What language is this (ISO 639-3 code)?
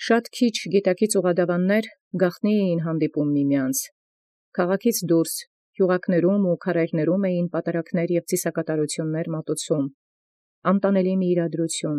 hye